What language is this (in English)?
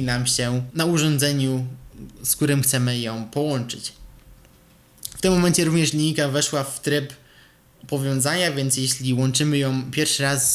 Polish